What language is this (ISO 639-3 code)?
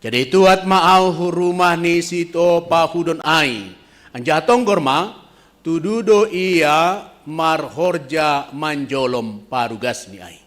bts